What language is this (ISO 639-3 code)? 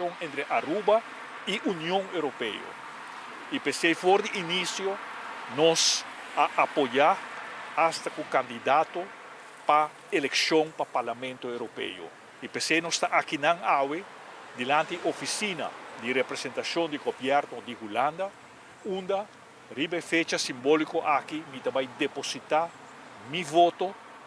pap